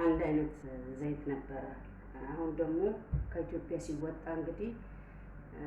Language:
Amharic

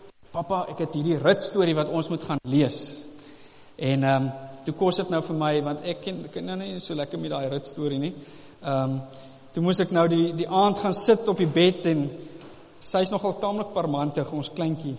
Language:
Afrikaans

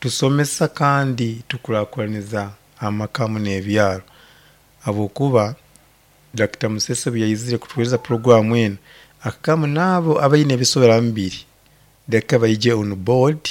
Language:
Nyoro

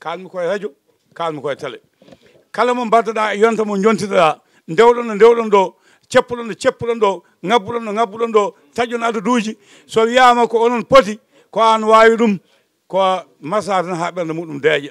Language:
Fula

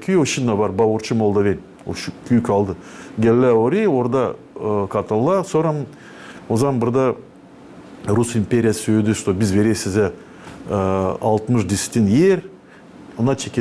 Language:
Gagauz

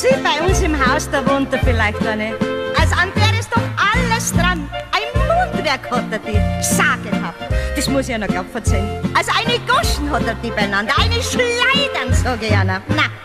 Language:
Bavarian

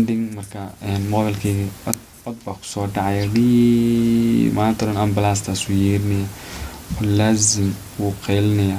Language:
Somali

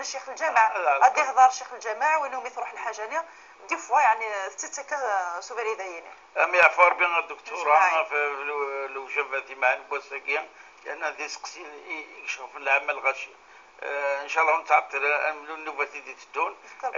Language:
Kabyle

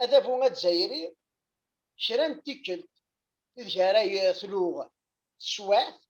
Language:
Kabyle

